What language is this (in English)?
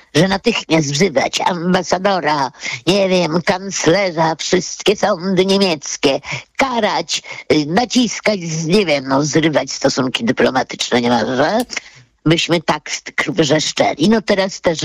Polish